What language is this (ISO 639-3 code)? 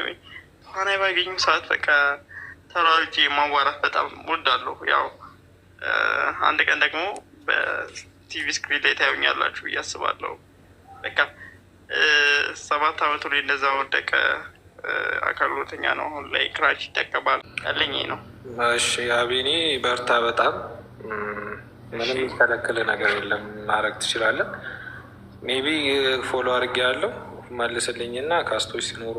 amh